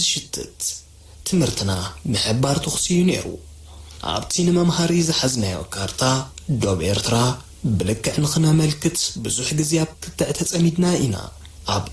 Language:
Tigrinya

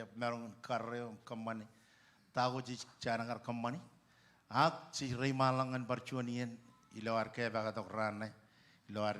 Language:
Marshallese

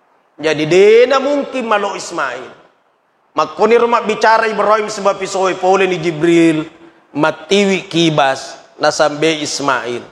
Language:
Buginese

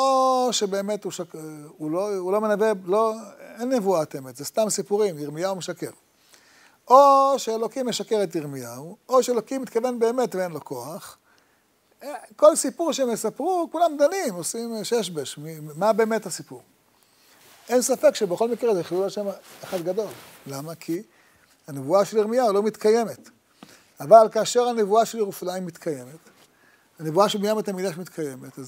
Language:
Hebrew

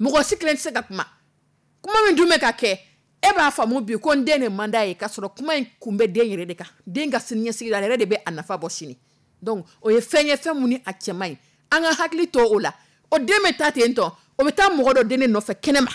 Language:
Dyula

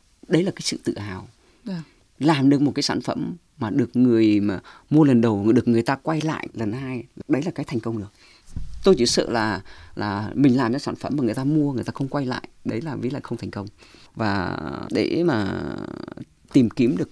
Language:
Vietnamese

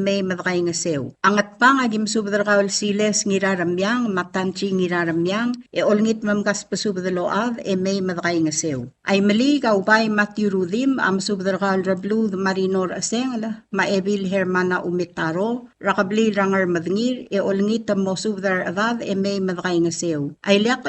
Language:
Palauan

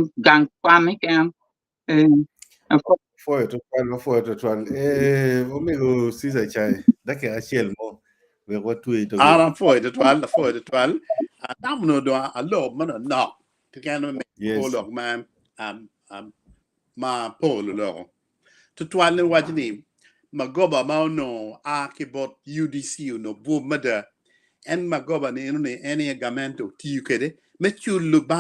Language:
Acoli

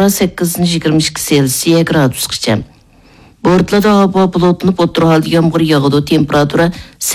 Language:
Uyghur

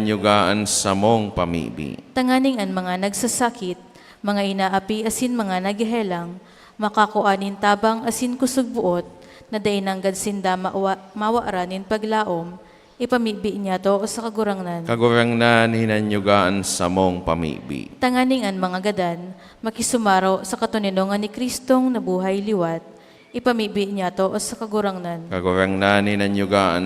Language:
Bikol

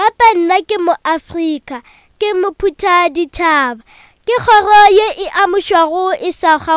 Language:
Northern Sotho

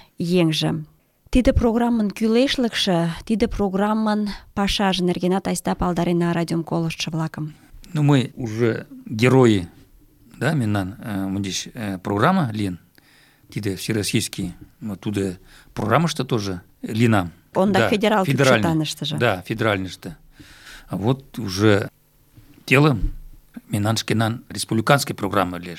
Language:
Mari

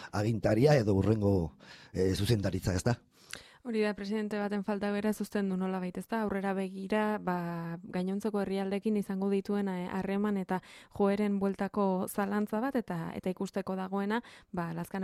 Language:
Basque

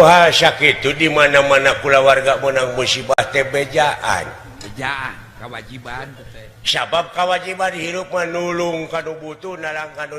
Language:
Sundanese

